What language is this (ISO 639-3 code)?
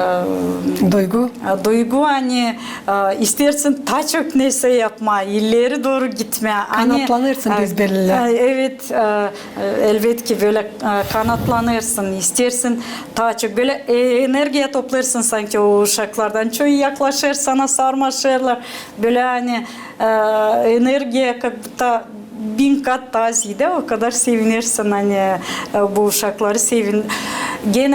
gag